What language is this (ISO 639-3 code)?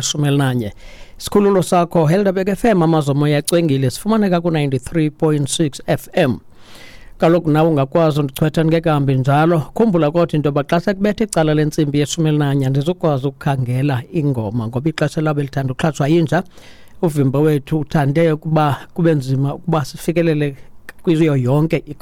xho